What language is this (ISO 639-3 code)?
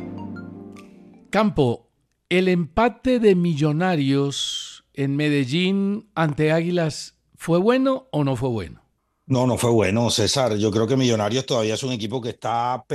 spa